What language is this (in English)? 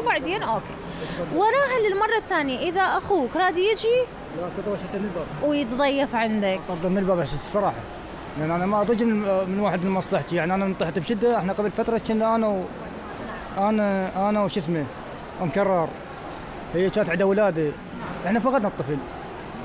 Mesopotamian Arabic